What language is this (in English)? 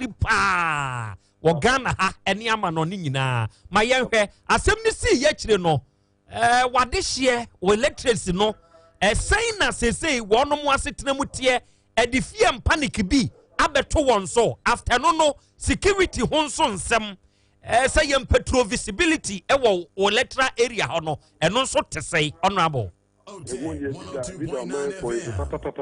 Akan